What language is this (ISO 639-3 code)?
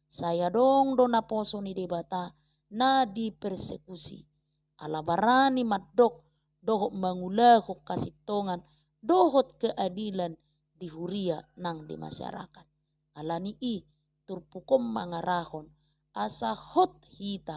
bbc